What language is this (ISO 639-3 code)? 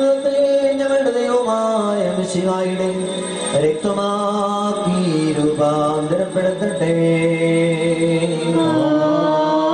mal